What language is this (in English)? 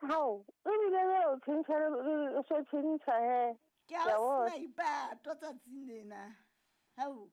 Southern Sotho